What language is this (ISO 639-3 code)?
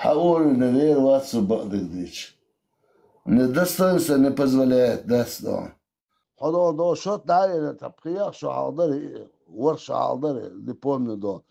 che